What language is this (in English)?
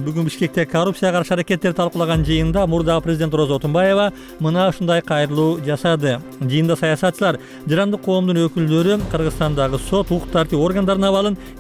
Kyrgyz